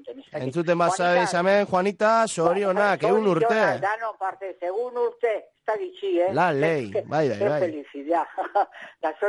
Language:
Basque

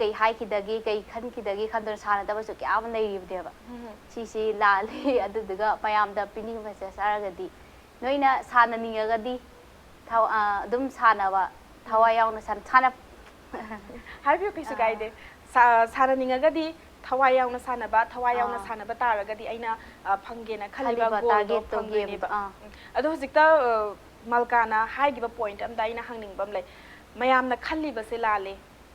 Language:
Manipuri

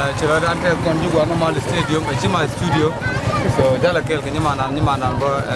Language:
Nuer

